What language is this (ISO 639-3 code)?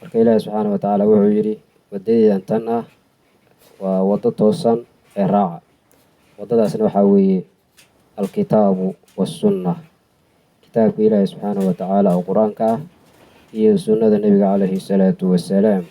som